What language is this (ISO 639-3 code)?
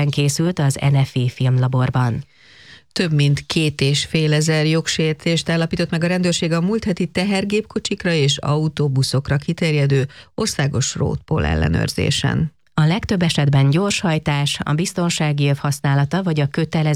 hun